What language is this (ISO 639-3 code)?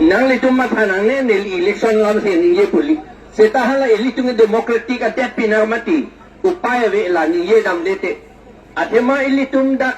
mjw